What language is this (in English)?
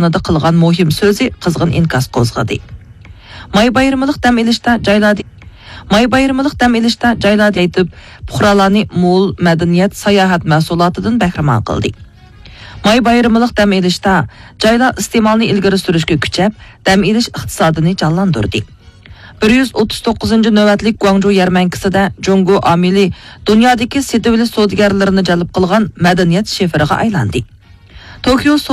Uyghur